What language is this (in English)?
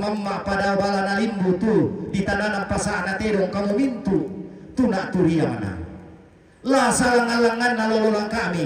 Toraja-Sa'dan